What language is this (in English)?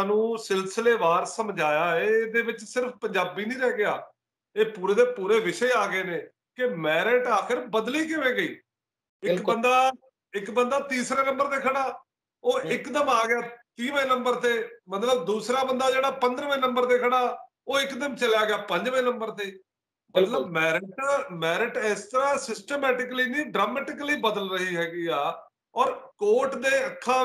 Punjabi